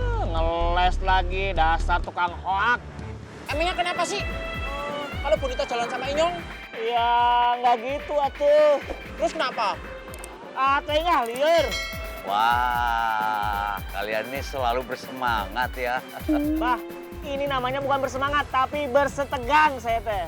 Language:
Betawi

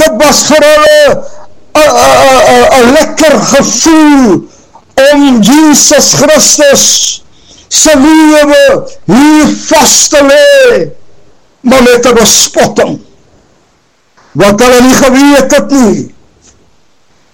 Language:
Afrikaans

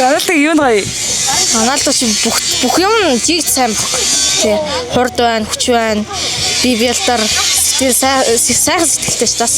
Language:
Mongolian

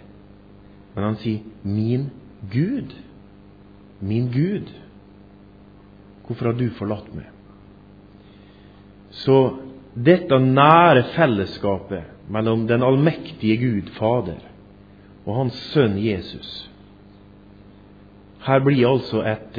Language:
Norwegian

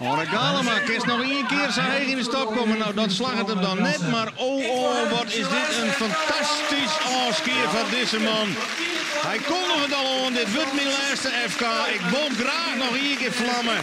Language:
Western Frisian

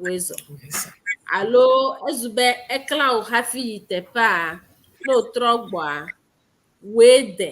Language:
Ewe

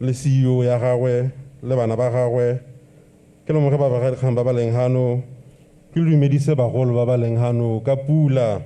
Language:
Tswana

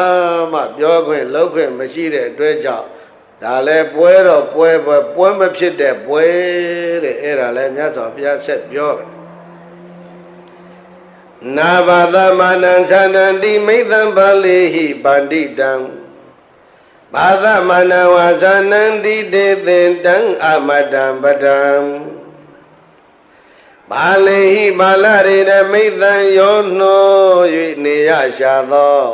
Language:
Burmese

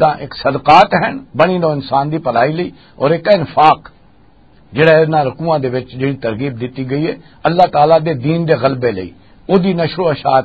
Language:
Western Panjabi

